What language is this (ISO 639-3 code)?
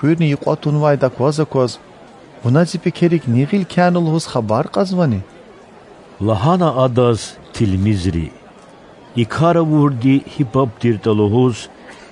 lez